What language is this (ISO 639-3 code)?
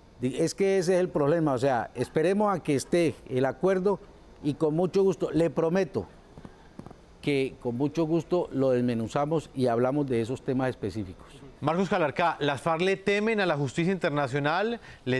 spa